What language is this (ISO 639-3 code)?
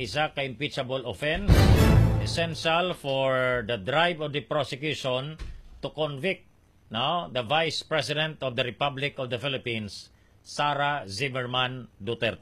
hil